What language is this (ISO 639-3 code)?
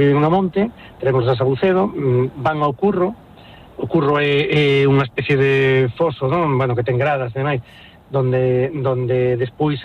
glg